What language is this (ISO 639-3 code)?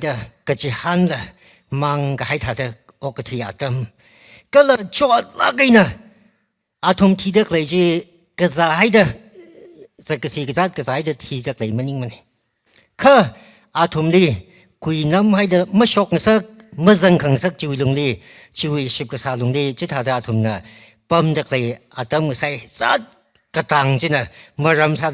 nmf